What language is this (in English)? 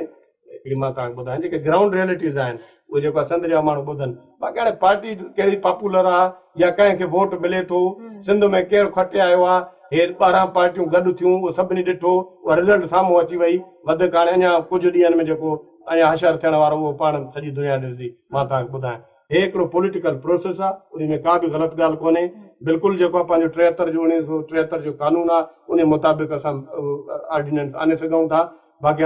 Sindhi